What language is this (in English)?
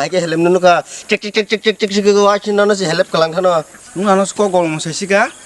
Kok Borok